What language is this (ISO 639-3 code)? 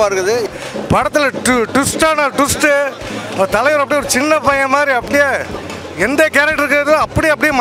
tam